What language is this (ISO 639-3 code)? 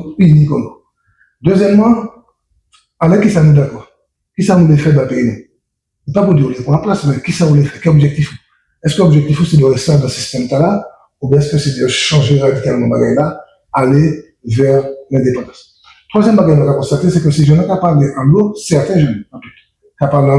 gcf